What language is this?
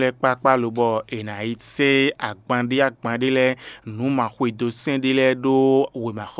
Fon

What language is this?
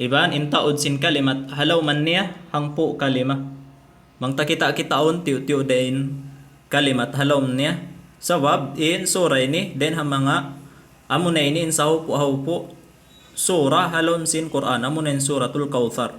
Tausug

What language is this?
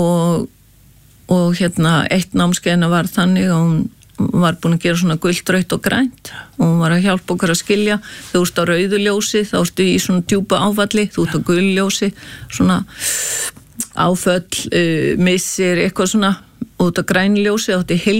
Icelandic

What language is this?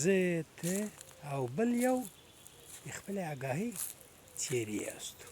Pashto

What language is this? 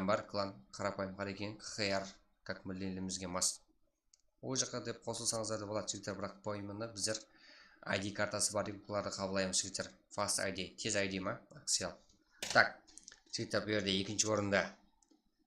Kara-Kalpak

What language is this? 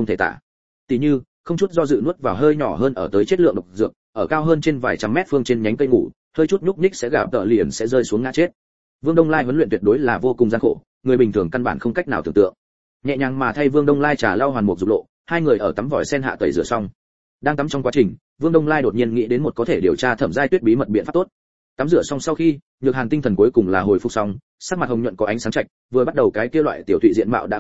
Vietnamese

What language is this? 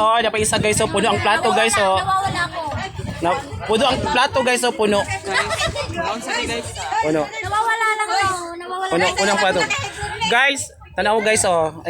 Cebuano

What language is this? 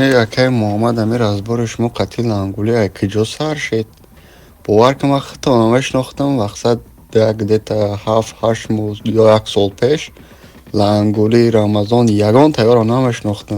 Tajik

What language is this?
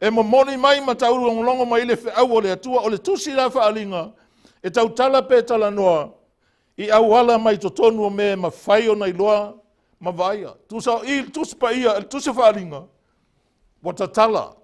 Samoan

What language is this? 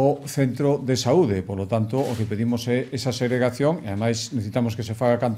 Galician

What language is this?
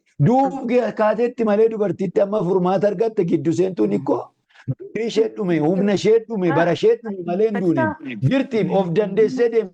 Oromo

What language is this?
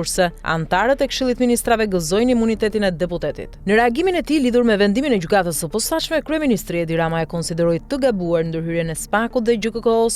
Albanian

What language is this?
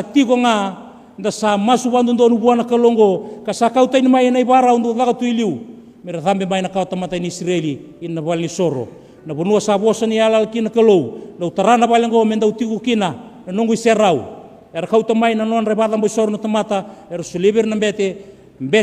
Fijian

